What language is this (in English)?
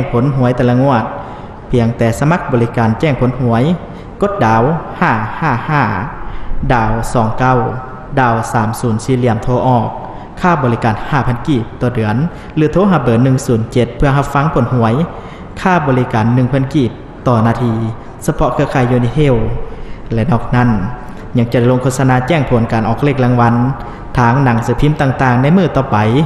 Lao